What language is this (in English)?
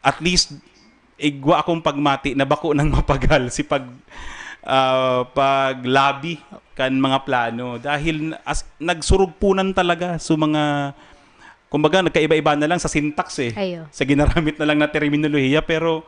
Bikol